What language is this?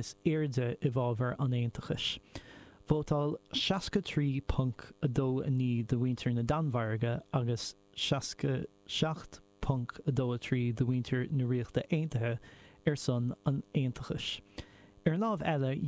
Irish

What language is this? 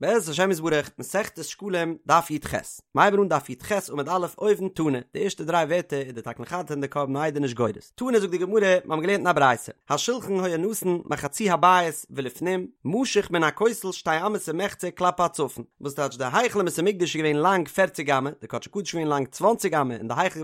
Yiddish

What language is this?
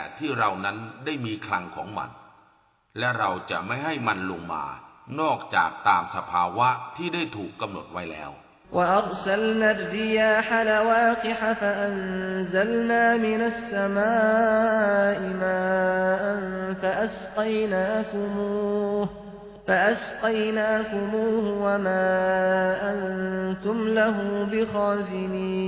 Thai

